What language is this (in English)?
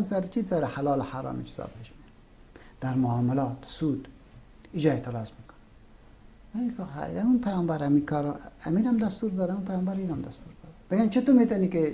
Persian